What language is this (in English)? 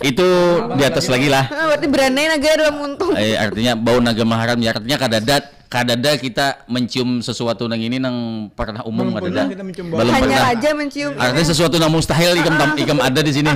Banjar